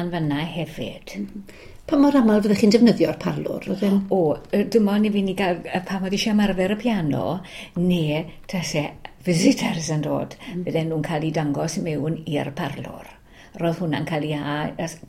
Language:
Welsh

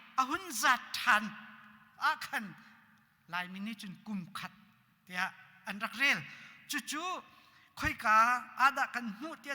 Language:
Hakha Chin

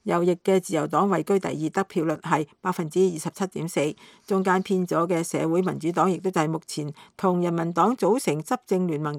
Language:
Cantonese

